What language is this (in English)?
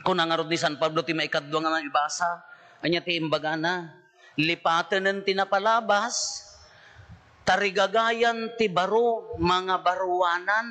Iloko